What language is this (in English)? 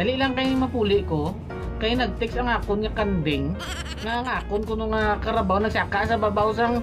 Hiligaynon